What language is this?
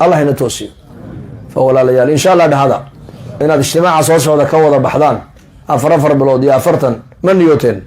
Somali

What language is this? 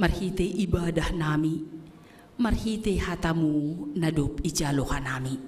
Batak Simalungun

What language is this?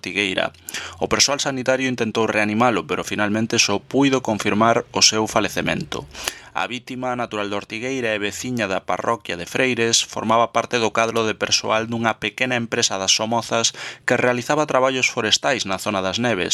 Galician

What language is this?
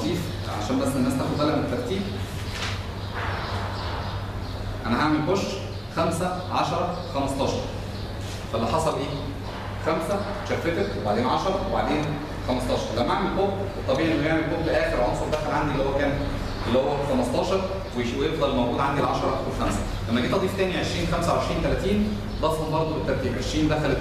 Egyptian Arabic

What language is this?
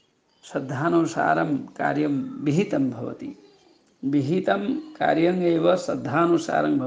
Sanskrit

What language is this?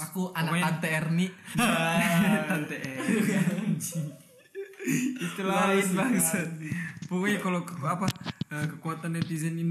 Indonesian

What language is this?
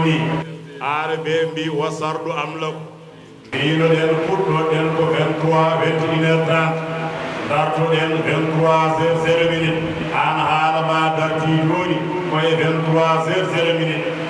Fula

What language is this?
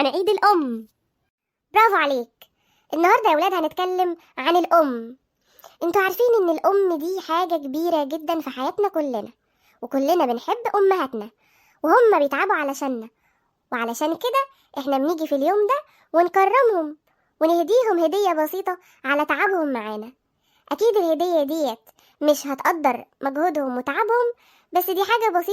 Egyptian Arabic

